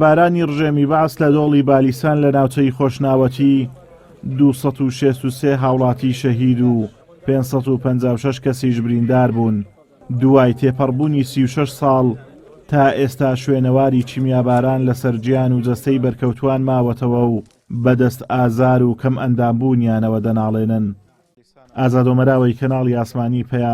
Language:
Central Kurdish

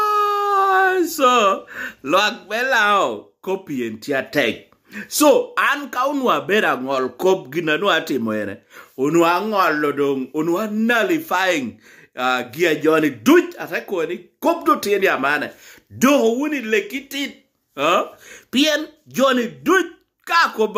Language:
Lango (Uganda)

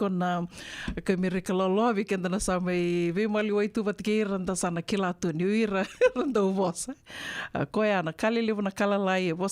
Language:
Fijian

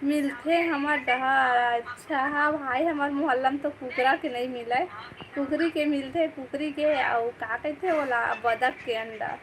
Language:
Chhattisgarhi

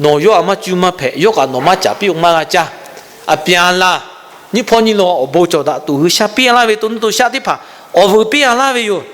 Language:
Lahu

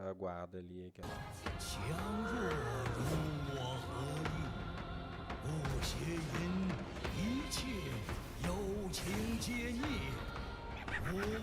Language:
Kabuverdianu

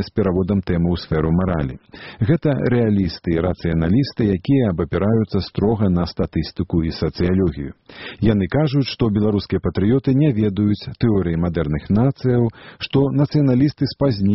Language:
Belarusian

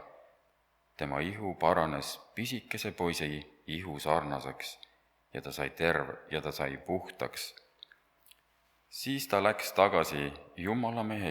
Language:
Estonian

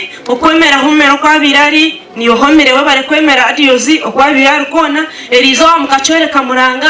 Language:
Nyankole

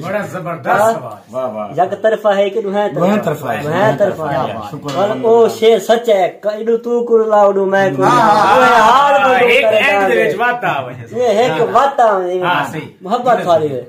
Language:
Saraiki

